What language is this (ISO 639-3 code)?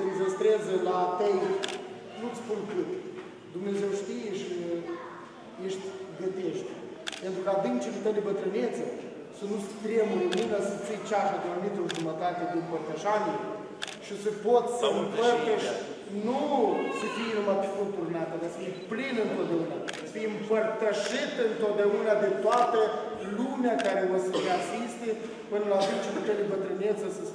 ron